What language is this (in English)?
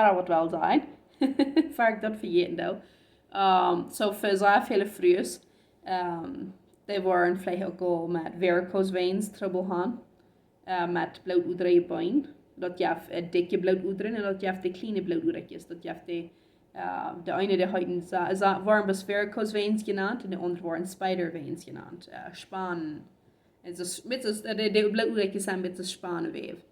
Plautdietsch